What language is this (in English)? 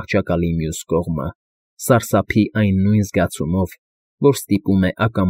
Armenian